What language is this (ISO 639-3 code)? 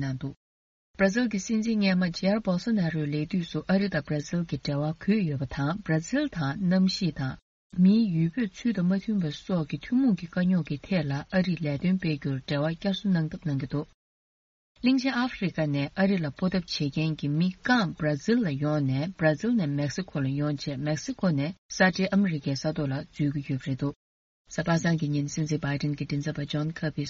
bod